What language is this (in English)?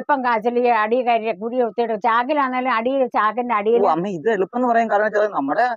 Malayalam